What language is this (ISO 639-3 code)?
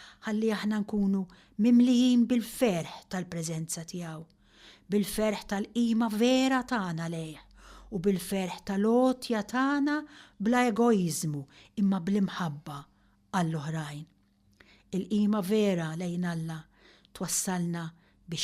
mlt